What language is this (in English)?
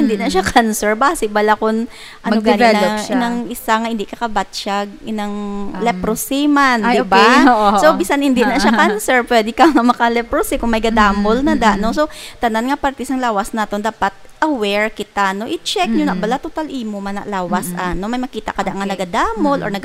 Hiligaynon